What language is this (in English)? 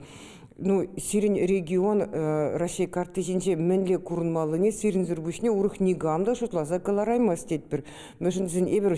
Chuvash